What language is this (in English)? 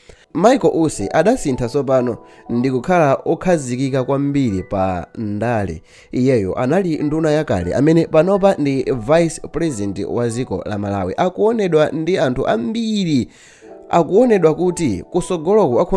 Nyanja